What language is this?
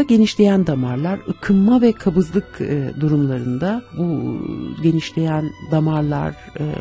Turkish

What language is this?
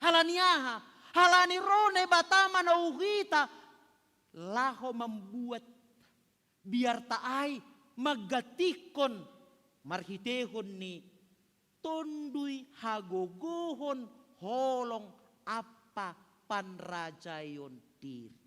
Batak Simalungun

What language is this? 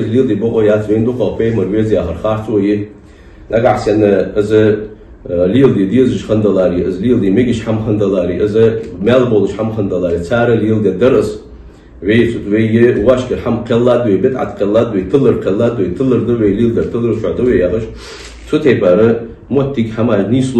Ingush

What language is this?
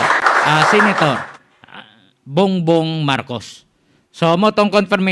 Hiligaynon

